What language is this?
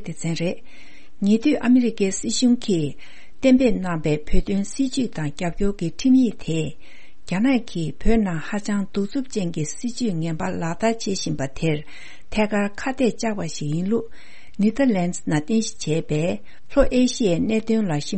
Tibetan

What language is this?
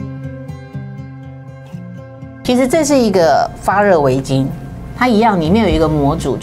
Chinese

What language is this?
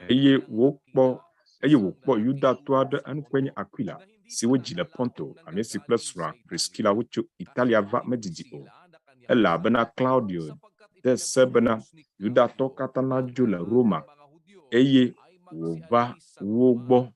Ewe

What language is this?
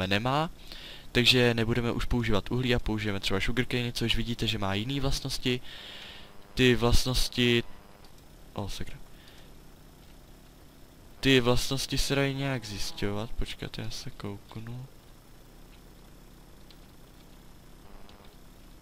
Czech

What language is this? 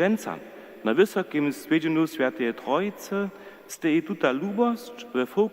Upper Sorbian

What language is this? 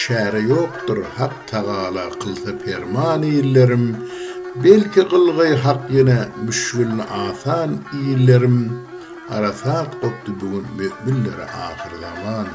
Turkmen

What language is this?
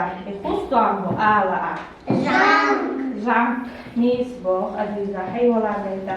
Chechen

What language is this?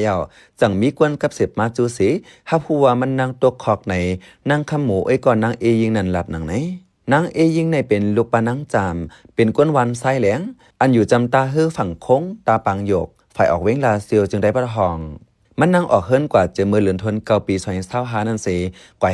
Shan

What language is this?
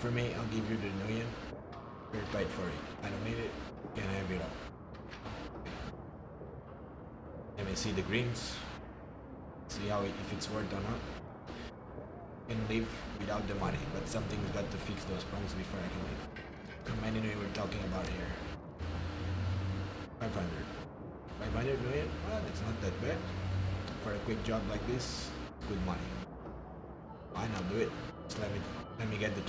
English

